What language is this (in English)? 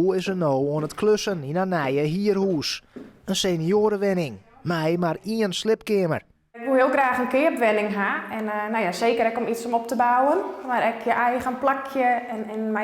Western Frisian